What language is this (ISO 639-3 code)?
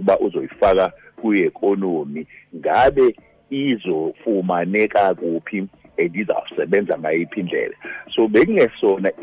xho